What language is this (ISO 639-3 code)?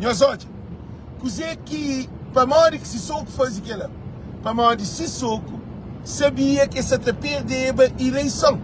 kea